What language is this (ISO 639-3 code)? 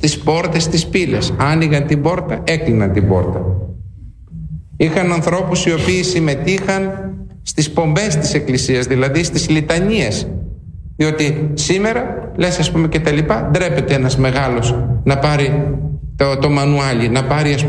ell